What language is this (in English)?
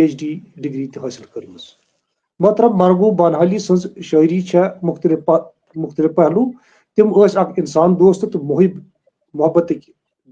Kashmiri